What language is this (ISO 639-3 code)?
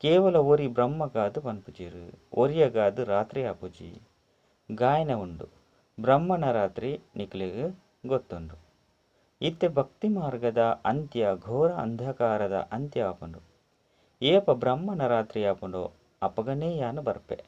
tcy